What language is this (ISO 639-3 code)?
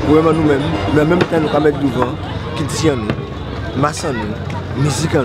gcf